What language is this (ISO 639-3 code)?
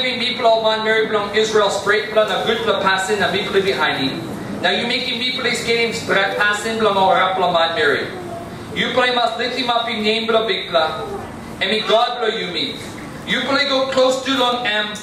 tpi